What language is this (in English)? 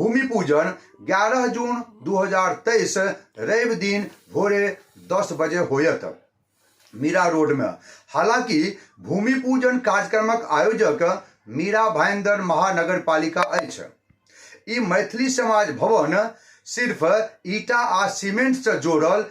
Maithili